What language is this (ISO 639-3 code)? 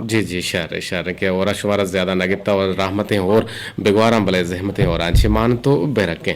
bgp